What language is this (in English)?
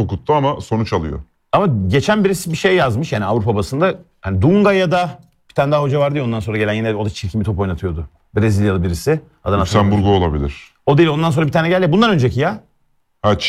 Turkish